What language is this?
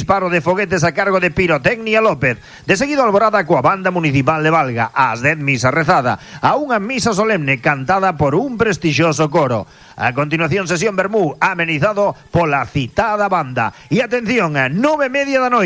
Galician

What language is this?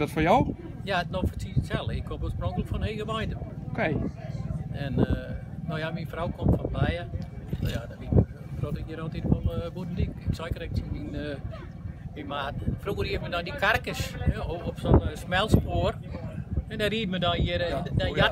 Western Frisian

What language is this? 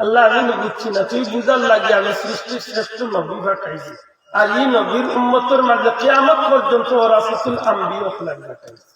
Sylheti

